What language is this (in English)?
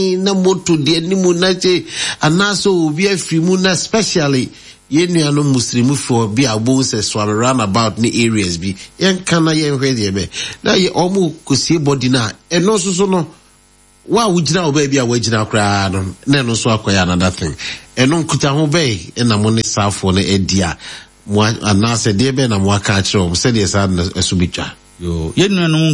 Akan